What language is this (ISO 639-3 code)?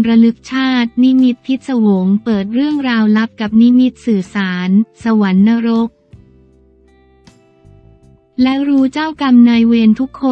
tha